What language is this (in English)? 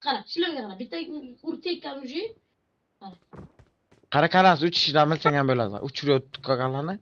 Kara-Kalpak